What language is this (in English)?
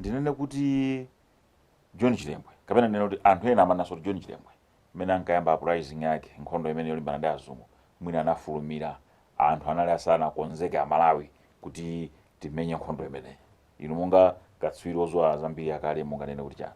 Nyanja